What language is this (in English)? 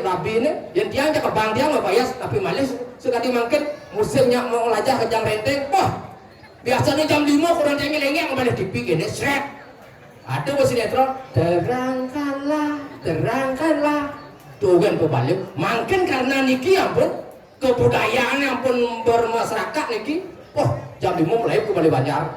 Balinese